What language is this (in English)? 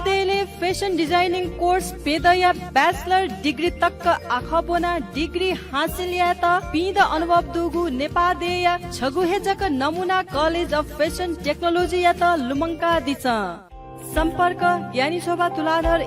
Newari